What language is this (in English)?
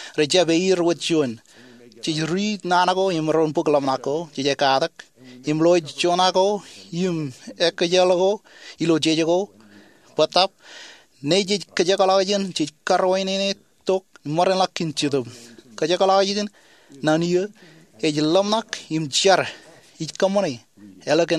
Marshallese